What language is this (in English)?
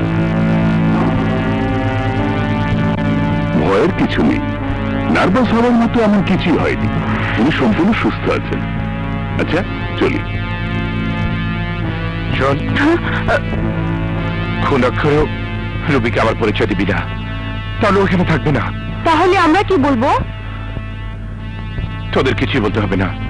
Bangla